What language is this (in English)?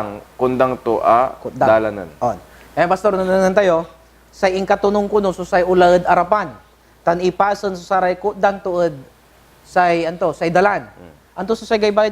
Pangasinan